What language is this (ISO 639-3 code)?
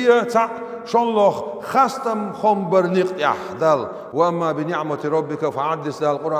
che